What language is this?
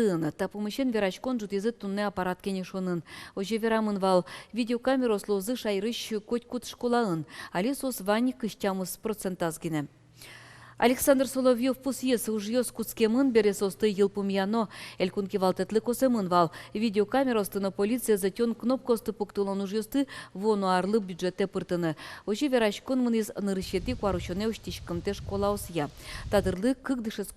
Udmurt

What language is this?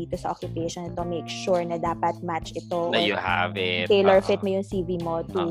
Filipino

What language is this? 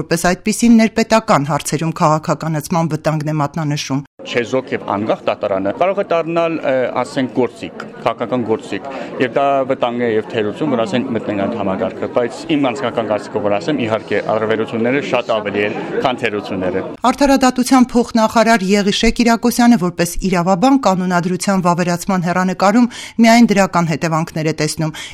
Armenian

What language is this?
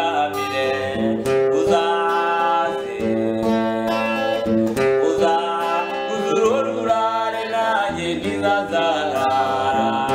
Kinyarwanda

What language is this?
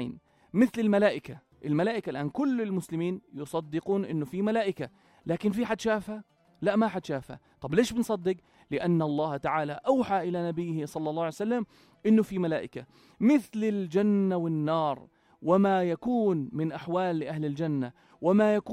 North Levantine Arabic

